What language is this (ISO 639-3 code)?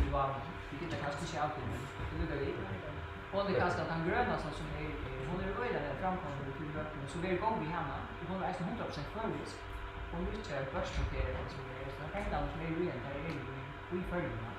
fao